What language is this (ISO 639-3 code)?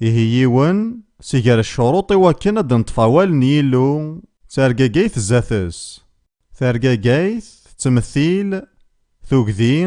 kab